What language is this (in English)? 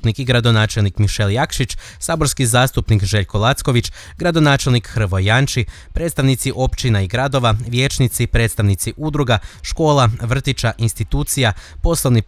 Croatian